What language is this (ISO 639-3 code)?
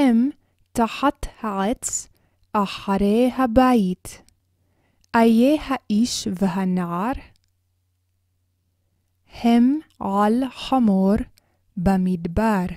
heb